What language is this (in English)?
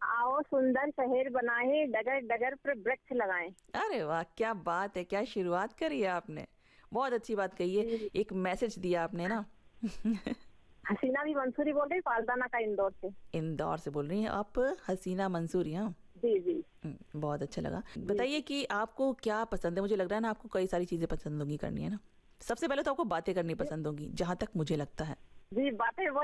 Hindi